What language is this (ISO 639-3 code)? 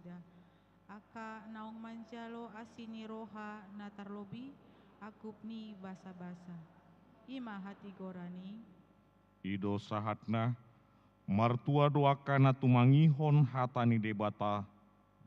bbc